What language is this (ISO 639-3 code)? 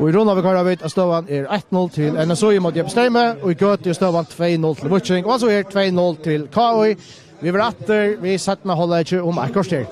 fao